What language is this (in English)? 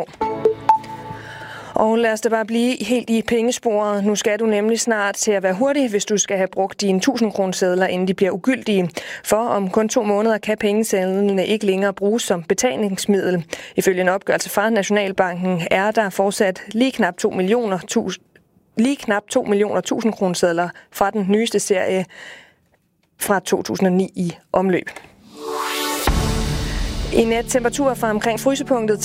Danish